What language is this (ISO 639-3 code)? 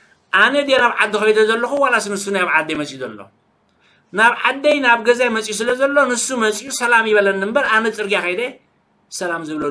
tir